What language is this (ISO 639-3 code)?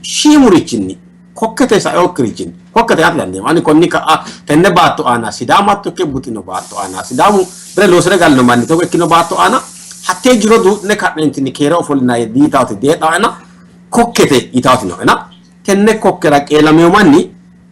sid